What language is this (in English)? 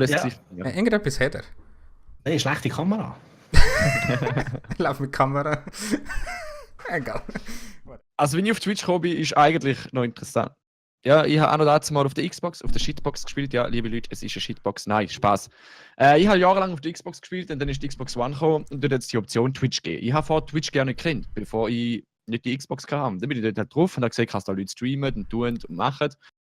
Swiss German